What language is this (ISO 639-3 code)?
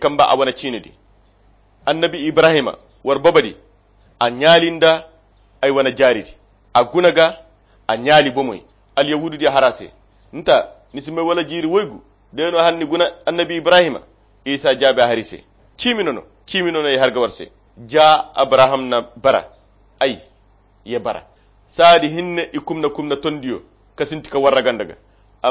khq